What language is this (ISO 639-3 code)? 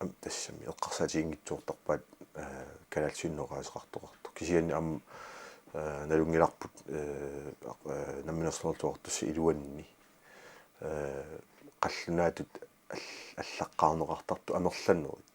kal